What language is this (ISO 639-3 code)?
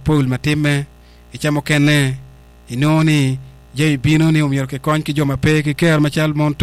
ach